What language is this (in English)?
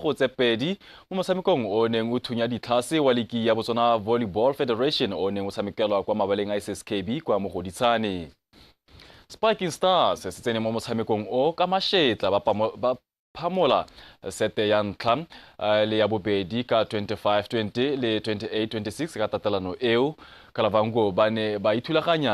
Tswana